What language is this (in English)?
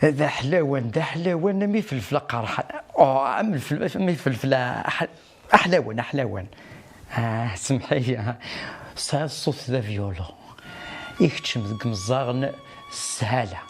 Kabyle